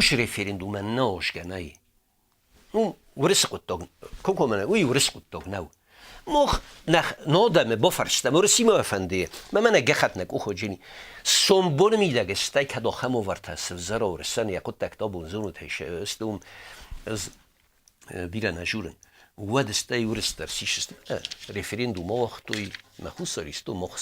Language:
Ossetic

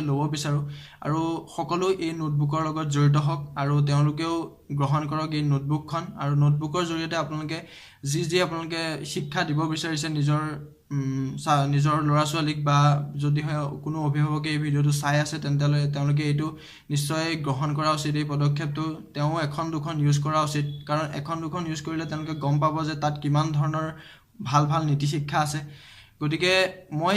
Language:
Assamese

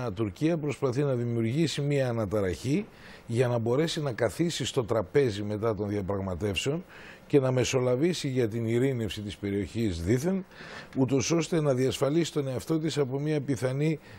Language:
Greek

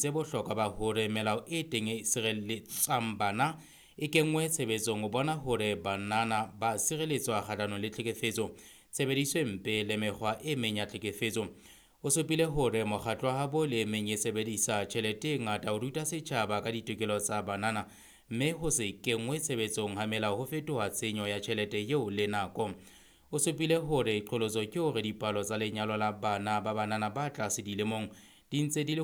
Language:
Southern Sotho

